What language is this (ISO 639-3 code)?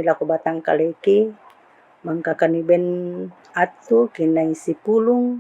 sda